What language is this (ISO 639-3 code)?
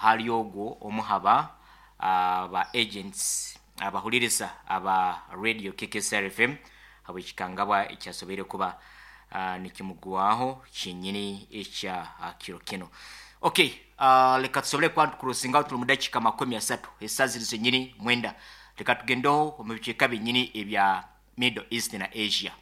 nyn